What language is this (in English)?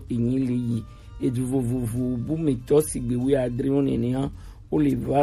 Gen